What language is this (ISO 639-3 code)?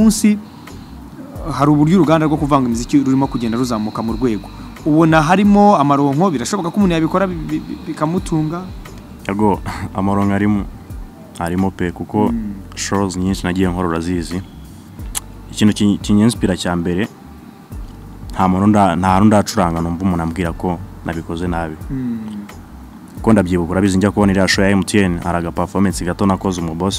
kin